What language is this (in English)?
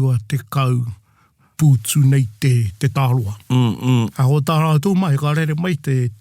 Māori